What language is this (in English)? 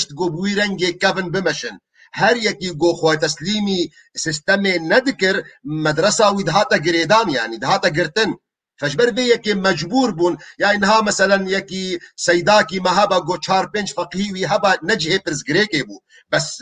Kurdish